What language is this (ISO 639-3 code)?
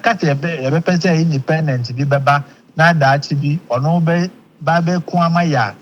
aka